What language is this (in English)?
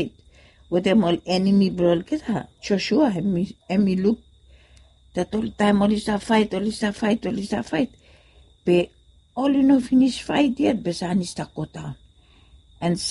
Bislama